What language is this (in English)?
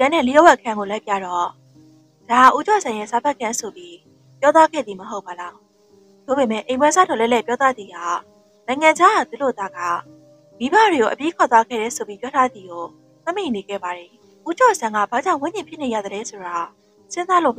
Burmese